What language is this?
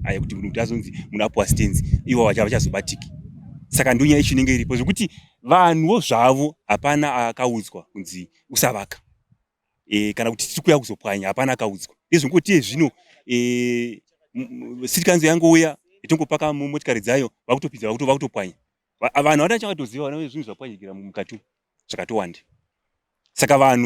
Shona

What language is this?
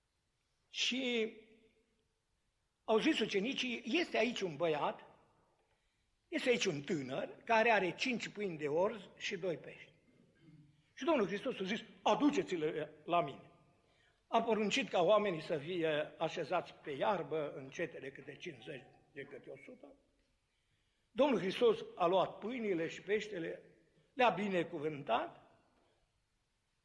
Romanian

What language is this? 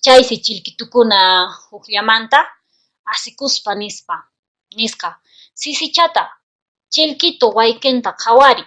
Quechua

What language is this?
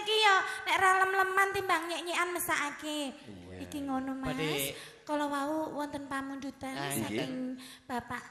Javanese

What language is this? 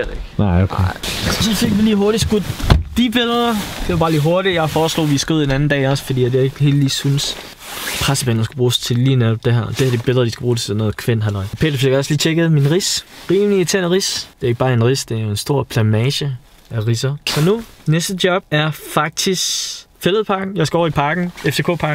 Danish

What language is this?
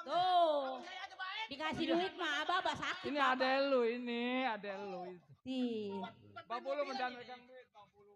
Betawi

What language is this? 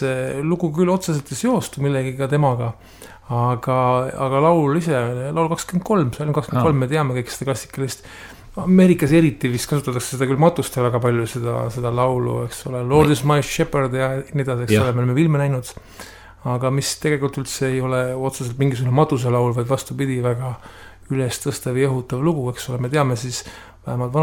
Estonian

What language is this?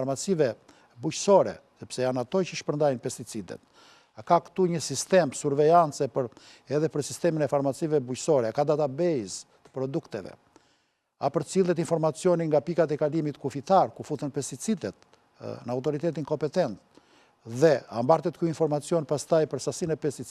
Albanian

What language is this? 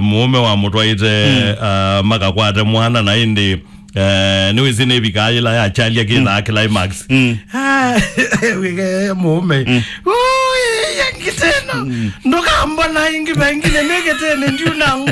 Kamba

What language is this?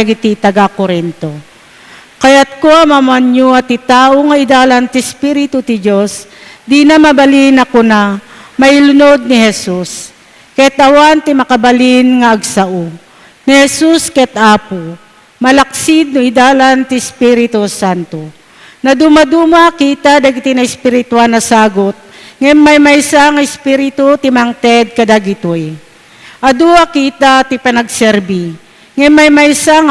Iloko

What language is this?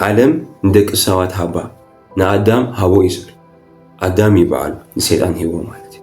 Tigrinya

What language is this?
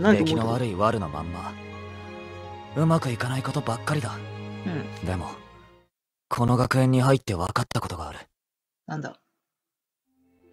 Japanese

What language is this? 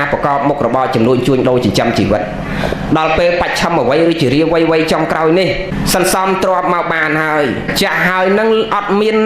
Khmer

